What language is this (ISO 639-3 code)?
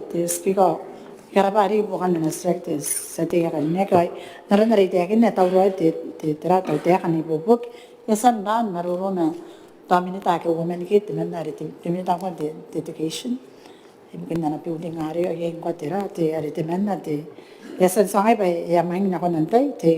gil